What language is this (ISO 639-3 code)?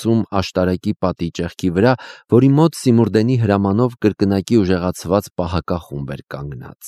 hye